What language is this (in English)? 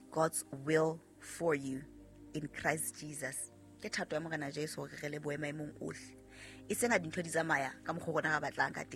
Southern Sotho